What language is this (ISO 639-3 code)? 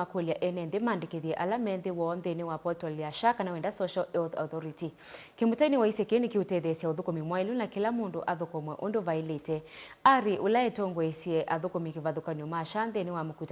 kam